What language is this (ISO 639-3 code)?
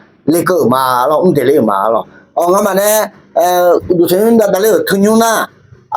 ahk